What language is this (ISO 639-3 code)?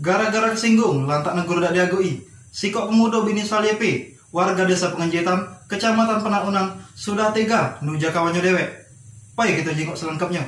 mui